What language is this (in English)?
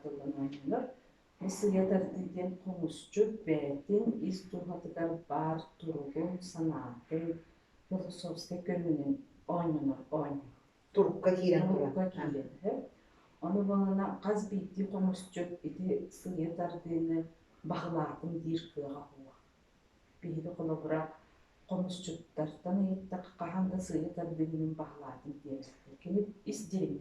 Yakut